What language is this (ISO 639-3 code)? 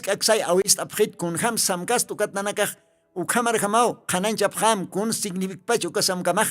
aym